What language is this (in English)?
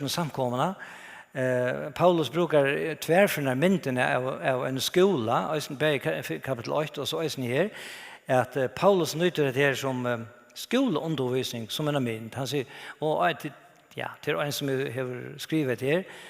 Faroese